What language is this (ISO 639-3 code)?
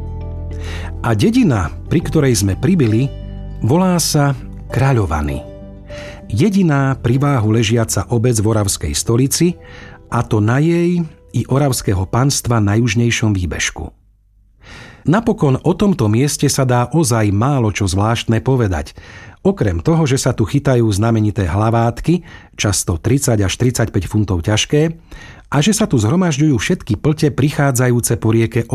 slk